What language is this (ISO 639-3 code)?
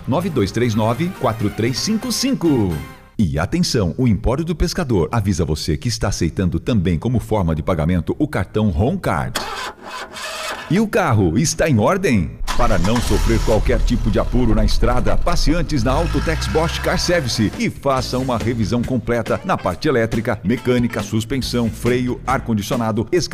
por